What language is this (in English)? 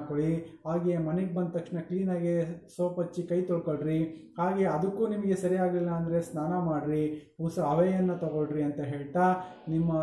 Kannada